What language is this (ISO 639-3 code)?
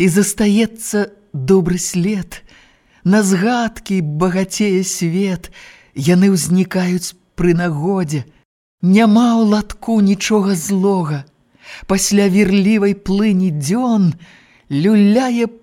bel